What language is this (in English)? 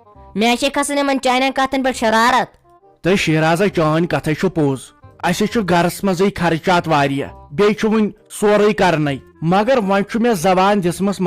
Kashmiri